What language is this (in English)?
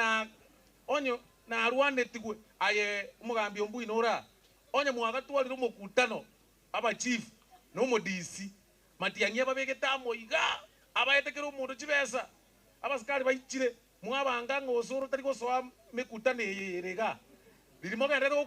Gusii